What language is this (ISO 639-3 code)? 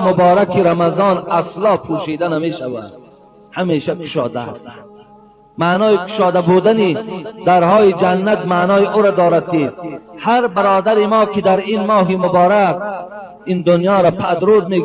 tgk